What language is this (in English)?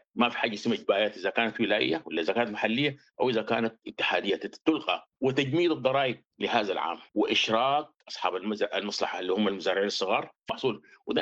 Sudanese Arabic